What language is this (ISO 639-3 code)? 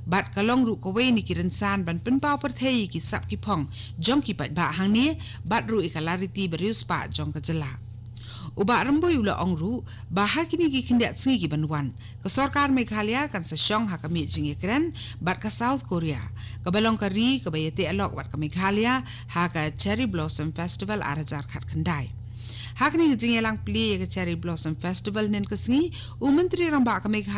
kha